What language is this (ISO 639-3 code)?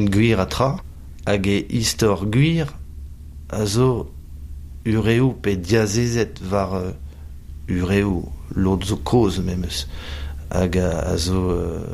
bre